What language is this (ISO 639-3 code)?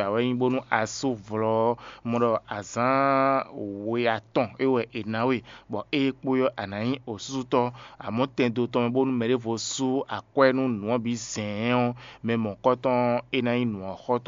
fon